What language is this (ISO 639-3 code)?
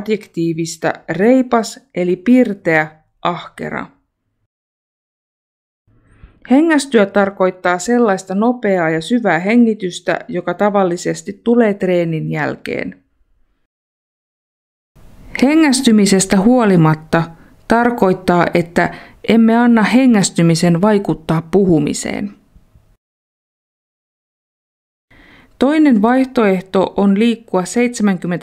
fin